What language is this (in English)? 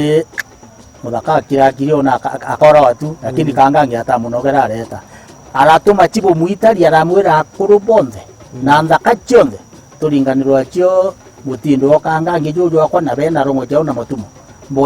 Meru